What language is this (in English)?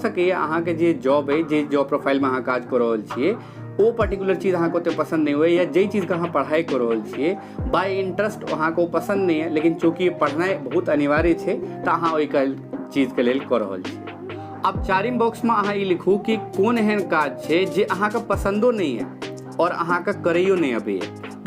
Maithili